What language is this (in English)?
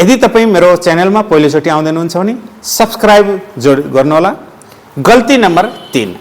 Nepali